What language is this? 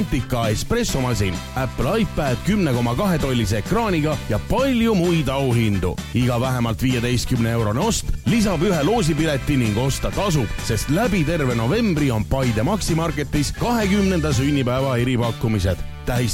Estonian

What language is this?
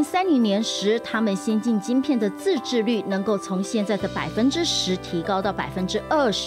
Chinese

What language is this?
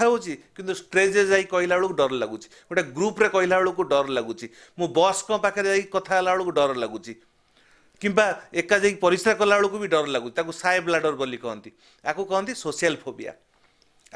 Odia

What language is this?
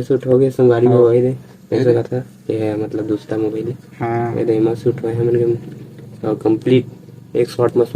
Chhattisgarhi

